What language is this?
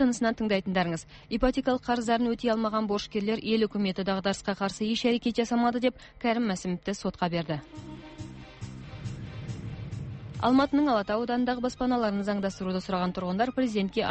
Kazakh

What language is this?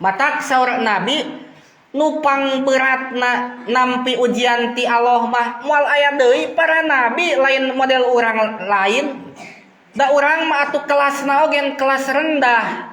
Sundanese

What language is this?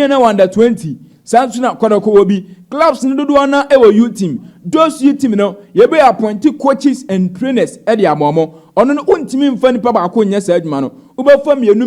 Akan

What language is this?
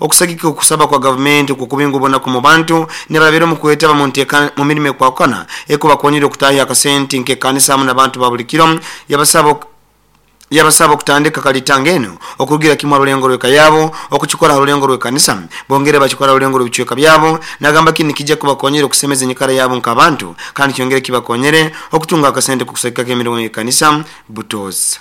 Nyoro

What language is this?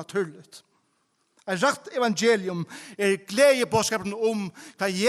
Faroese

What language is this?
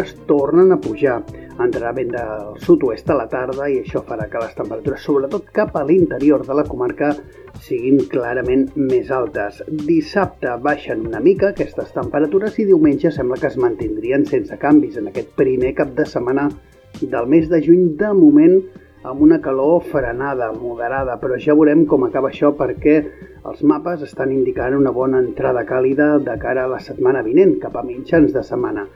Catalan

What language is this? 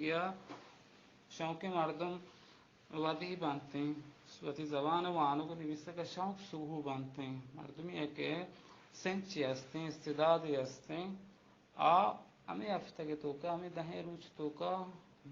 Baluchi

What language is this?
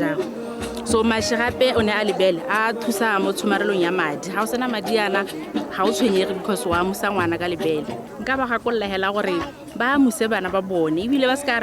Tswana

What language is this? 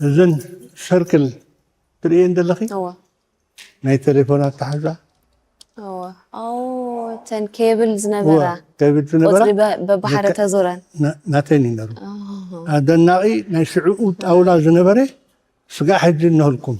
Tigrinya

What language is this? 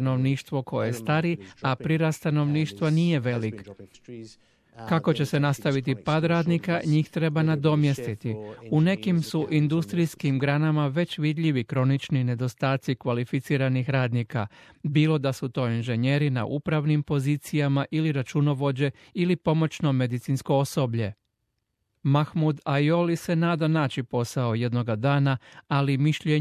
Croatian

